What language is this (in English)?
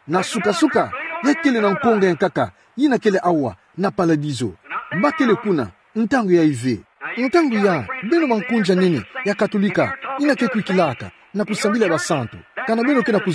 Kituba (Democratic Republic of Congo)